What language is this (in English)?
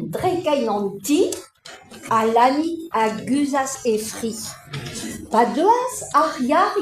Breton